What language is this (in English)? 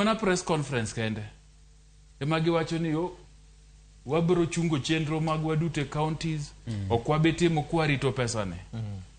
Luo (Kenya and Tanzania)